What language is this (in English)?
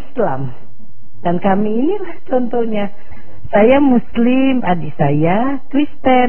Indonesian